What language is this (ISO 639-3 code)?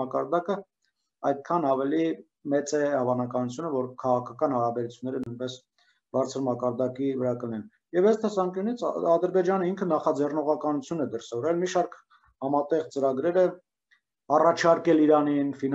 hye